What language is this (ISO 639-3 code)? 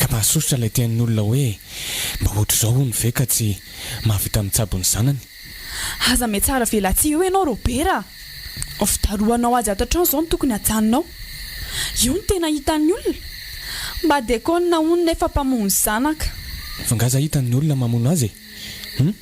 mlg